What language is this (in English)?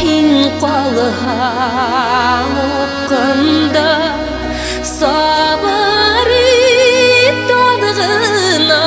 Bashkir